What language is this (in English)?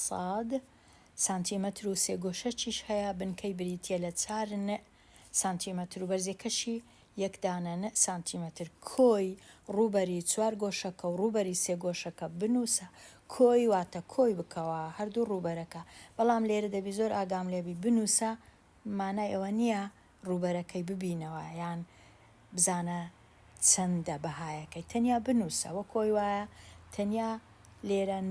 Central Kurdish